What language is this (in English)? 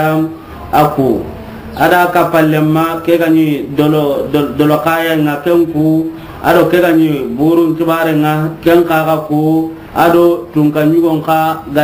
Soninke